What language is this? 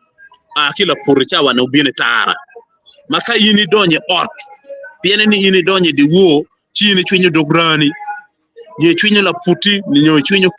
Acoli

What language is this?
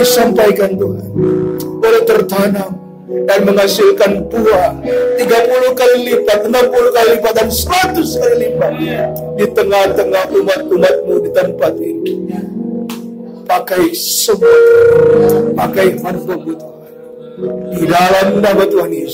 Indonesian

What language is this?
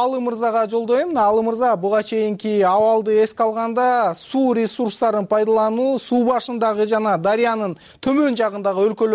Kyrgyz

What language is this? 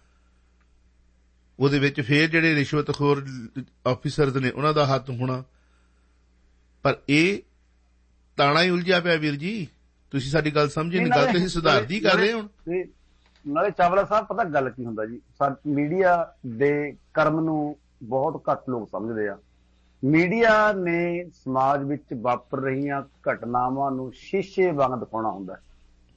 Punjabi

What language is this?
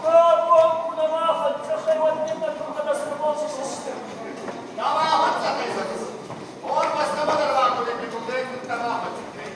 Ossetic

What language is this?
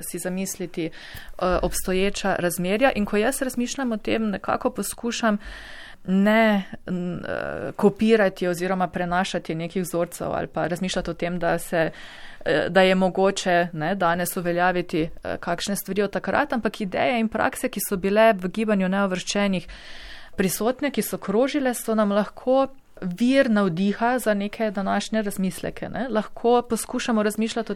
Slovenian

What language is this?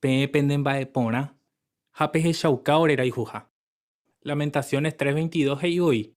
Guarani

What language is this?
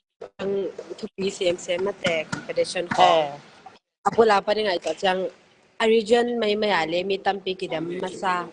Tedim Chin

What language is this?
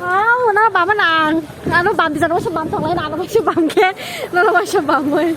Kok Borok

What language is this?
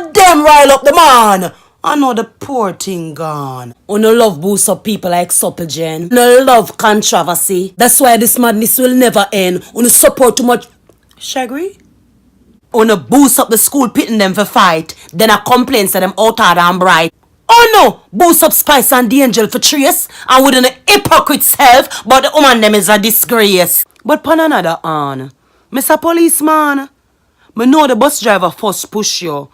Jamaican Creole English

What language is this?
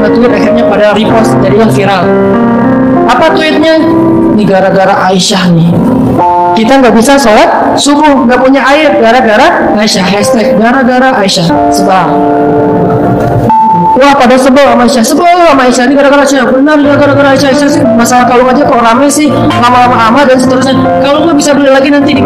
Indonesian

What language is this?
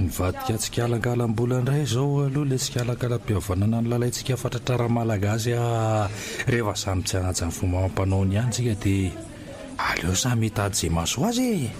Malagasy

